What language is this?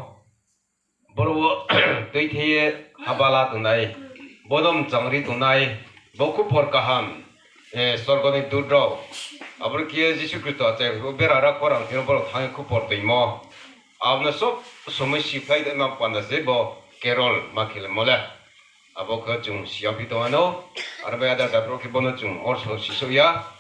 Riang (India)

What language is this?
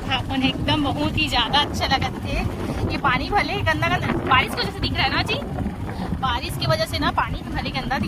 Chhattisgarhi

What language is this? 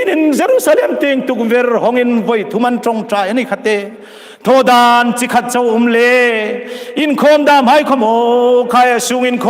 Hmar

